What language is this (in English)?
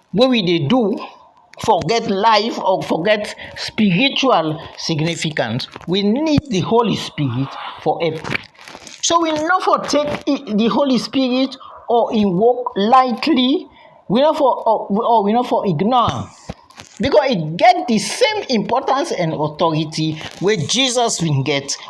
Krio